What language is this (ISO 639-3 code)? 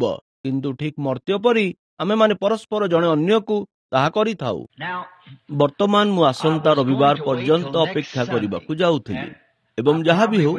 ori